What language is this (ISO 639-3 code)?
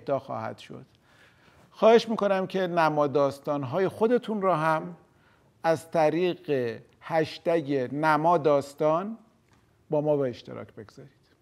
fas